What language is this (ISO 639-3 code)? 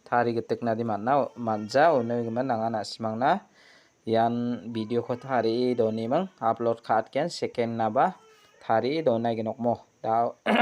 grt